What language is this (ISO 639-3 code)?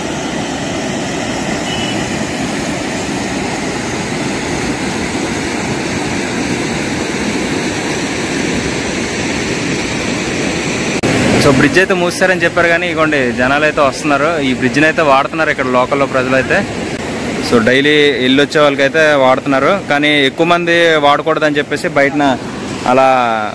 tel